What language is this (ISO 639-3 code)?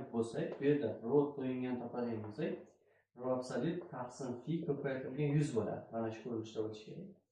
uzb